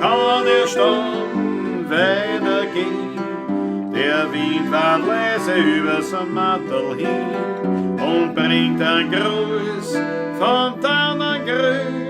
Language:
Bavarian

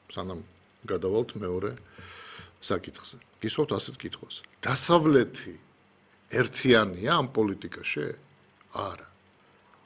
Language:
Georgian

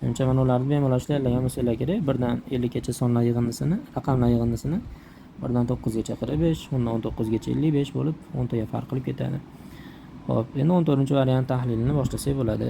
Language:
Uzbek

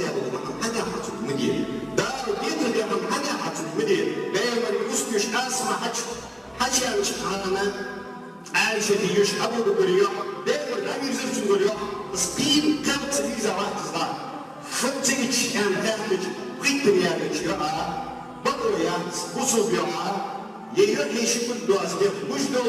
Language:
Ingush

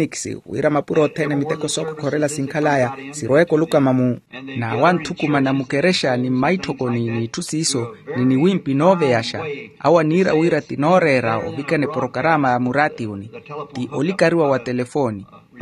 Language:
Makhuwa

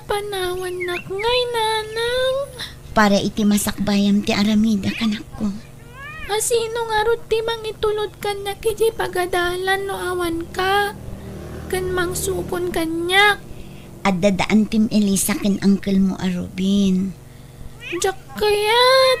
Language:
Iloko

